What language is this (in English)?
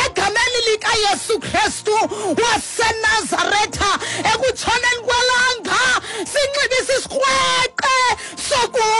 Xhosa